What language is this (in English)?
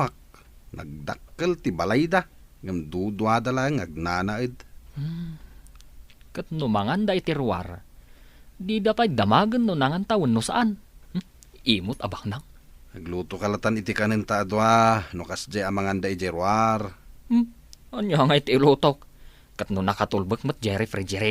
Iloko